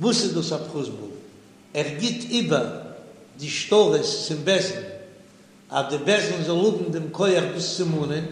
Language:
Yiddish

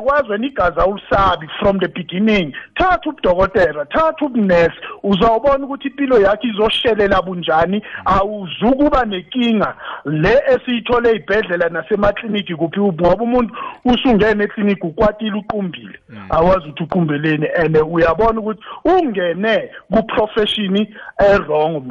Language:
South Ndebele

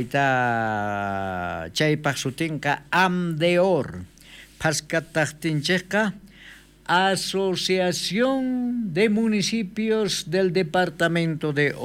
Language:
South Bolivian Quechua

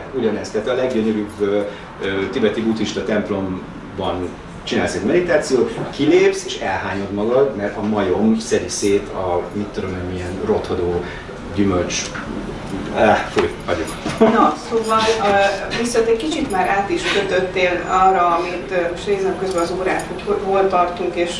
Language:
Hungarian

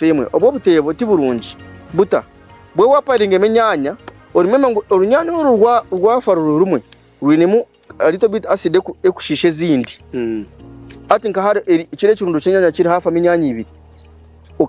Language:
Nyankole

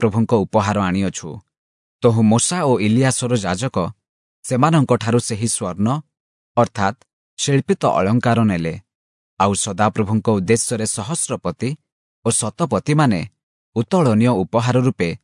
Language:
Odia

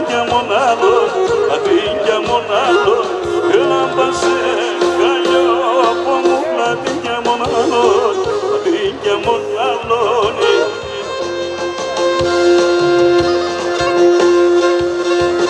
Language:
Greek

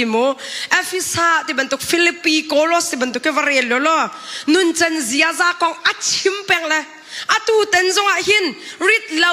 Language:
Hakha Chin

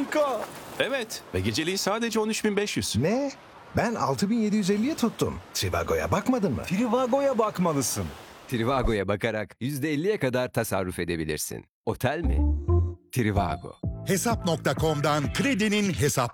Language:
Turkish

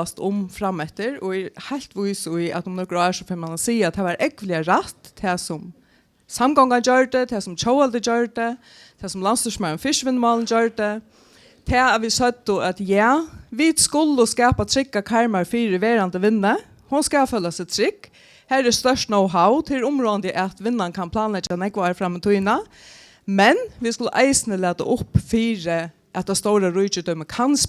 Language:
Faroese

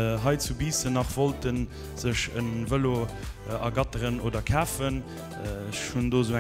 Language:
Luxembourgish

